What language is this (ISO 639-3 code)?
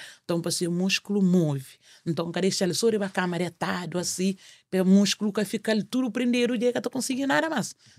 kea